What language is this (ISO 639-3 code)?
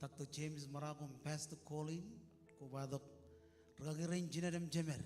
mah